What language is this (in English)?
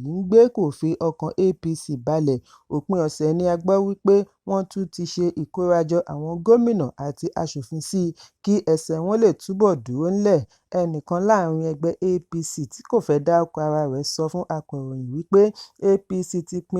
Yoruba